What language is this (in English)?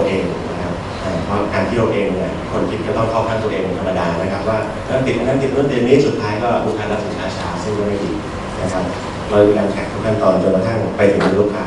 Thai